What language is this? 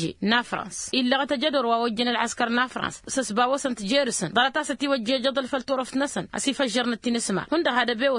Tamasheq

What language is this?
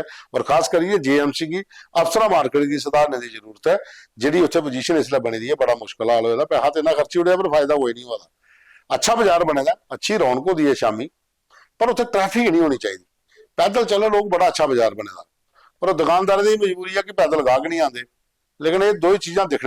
Dogri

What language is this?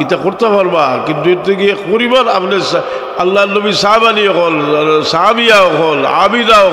Sylheti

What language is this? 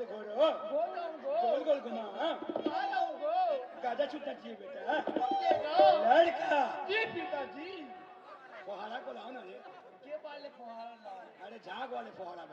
Chhattisgarhi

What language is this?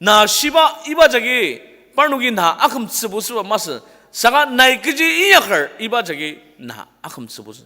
Ao Naga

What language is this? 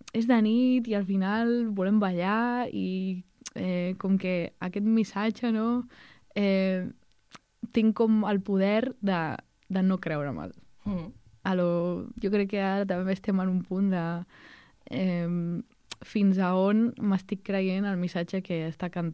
Catalan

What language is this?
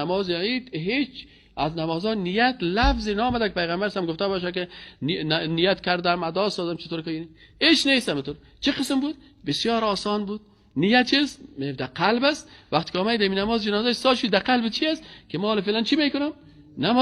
Persian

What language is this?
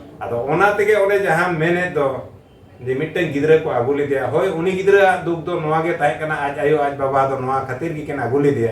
Santali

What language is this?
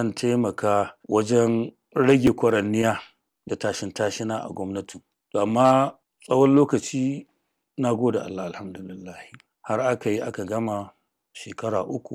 Hausa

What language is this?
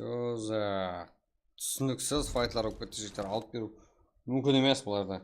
Kara-Kalpak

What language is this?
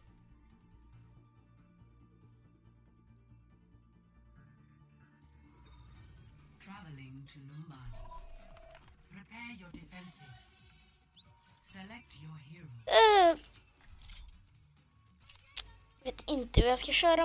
Swedish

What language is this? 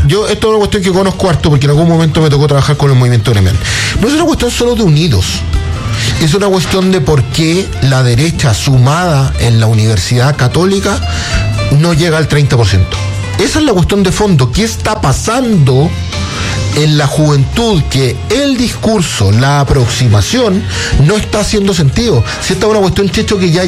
Spanish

